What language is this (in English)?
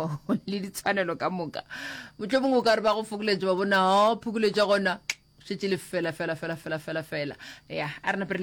Northern Sotho